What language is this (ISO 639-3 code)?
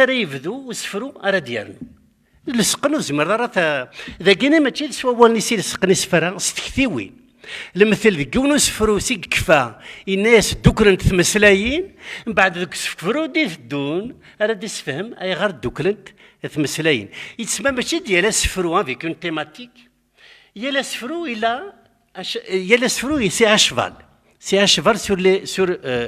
kab